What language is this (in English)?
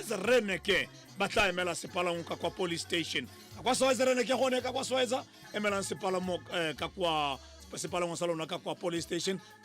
Tswana